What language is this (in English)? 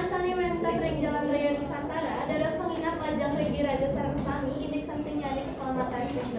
Balinese